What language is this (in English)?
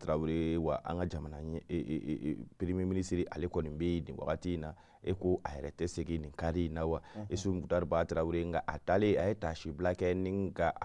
Bambara